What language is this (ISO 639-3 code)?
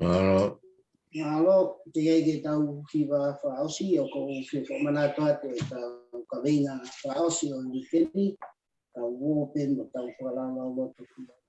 ton